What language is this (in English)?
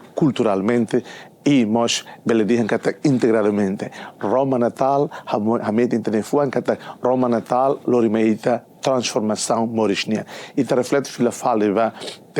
Tetum